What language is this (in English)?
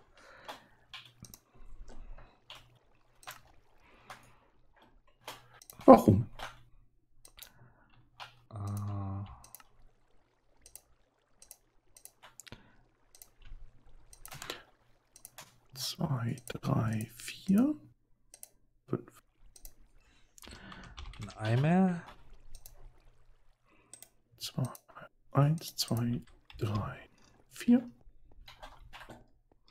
German